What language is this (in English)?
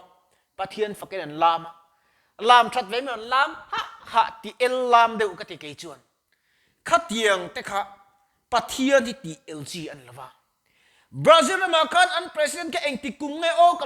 Mizo